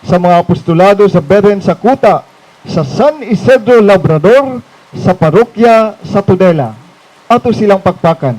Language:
Cebuano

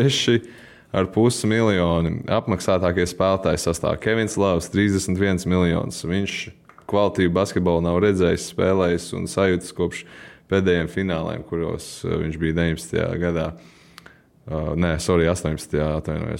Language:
Latvian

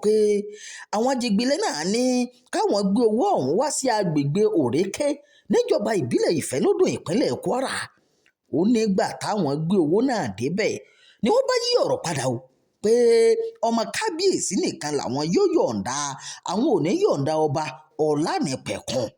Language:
Yoruba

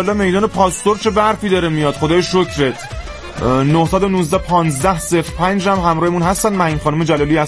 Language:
Persian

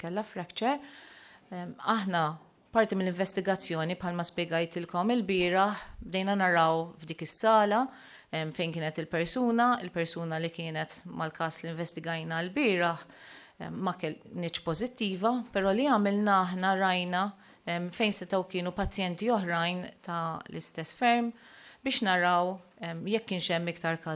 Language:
Maltese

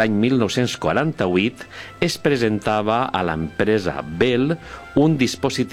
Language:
Catalan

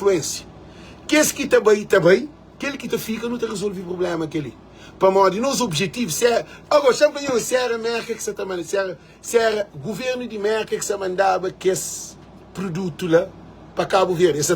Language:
Kabuverdianu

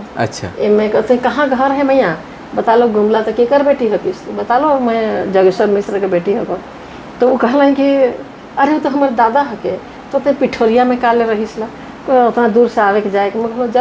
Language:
Sadri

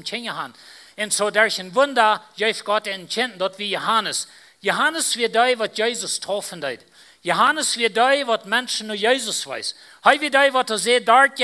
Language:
Plautdietsch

